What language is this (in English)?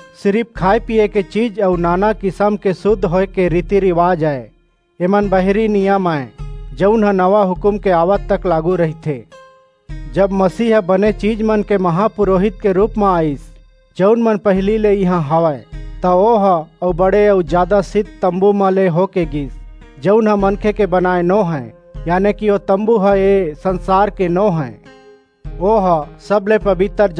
Chhattisgarhi